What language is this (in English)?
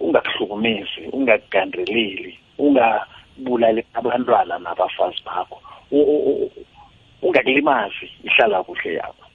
South Ndebele